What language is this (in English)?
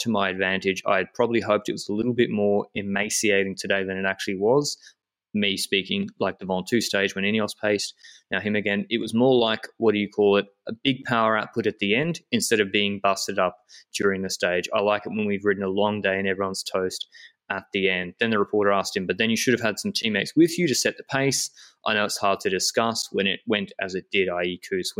English